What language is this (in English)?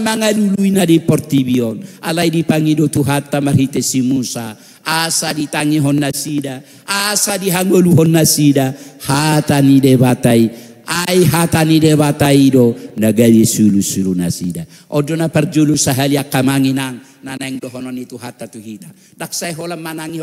Batak Toba